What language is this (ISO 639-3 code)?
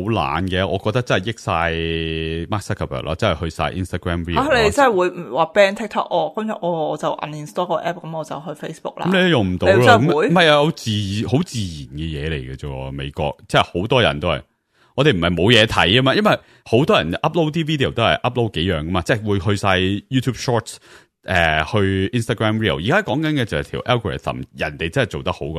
yue